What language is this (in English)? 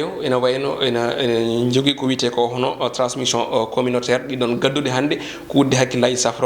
Fula